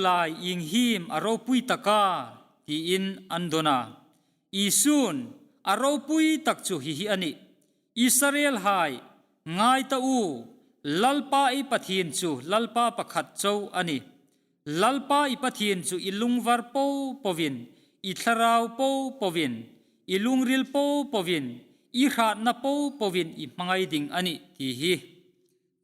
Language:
Hmar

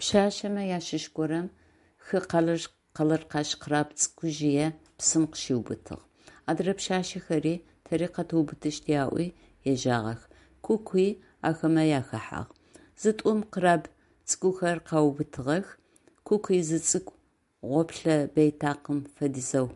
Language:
Adyghe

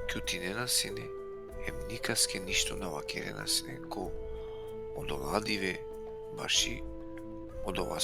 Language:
Balkan Romani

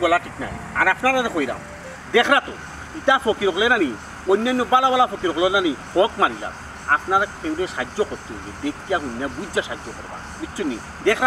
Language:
Sylheti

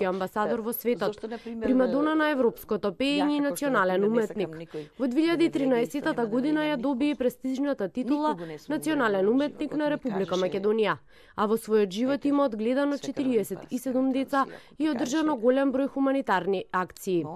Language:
Macedonian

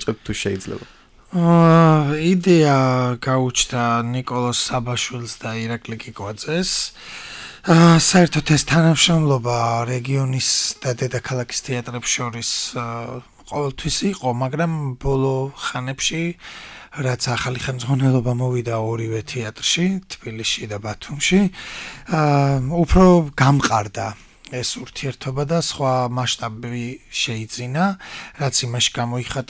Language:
Georgian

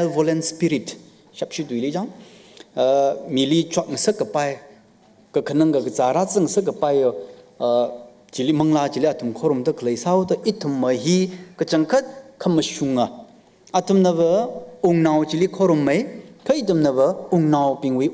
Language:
Tangkhul Naga (India)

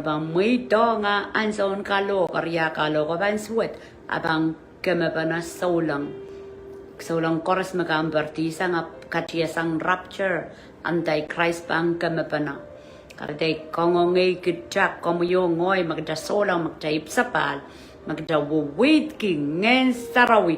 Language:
Pohnpeian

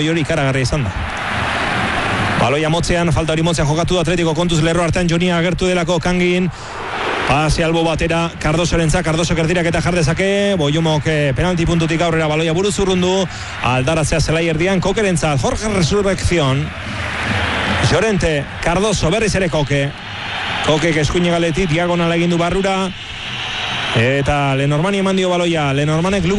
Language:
Basque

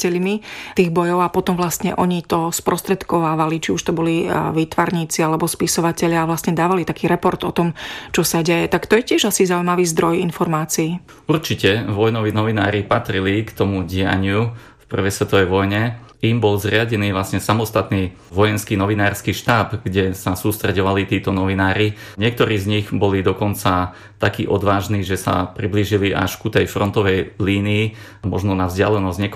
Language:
Slovak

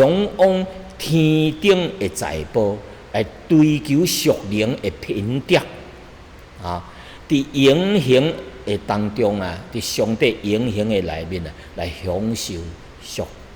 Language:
Min Nan Chinese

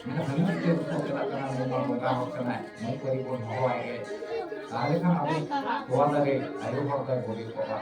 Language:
Santali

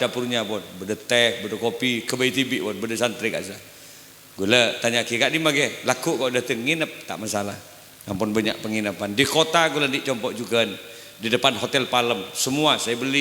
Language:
Madurese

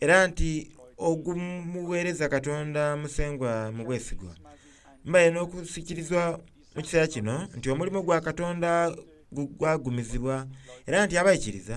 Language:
Soga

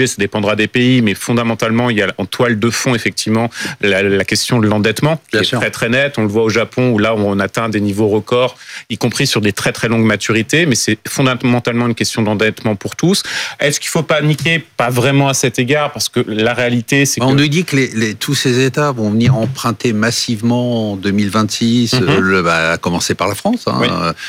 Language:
French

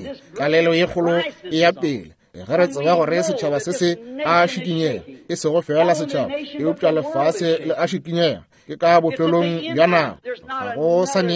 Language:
Northern Sotho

